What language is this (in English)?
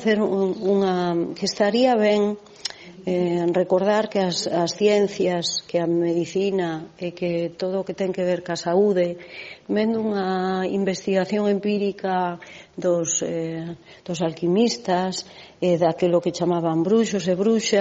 Galician